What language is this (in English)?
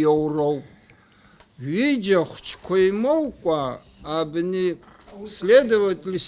Abkhazian